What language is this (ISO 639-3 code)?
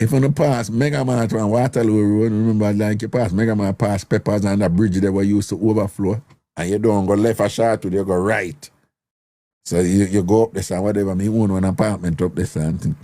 jam